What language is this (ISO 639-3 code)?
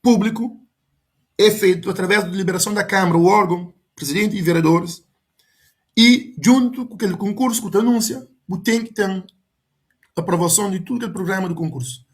kea